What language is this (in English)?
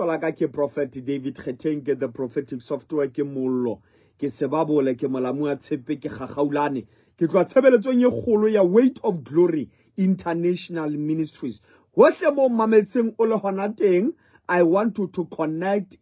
Southern Sotho